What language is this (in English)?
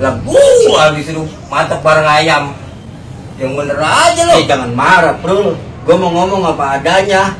Betawi